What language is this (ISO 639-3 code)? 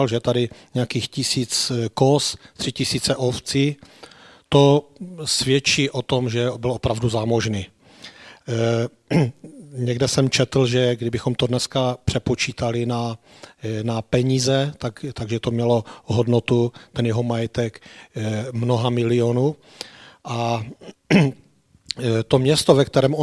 ces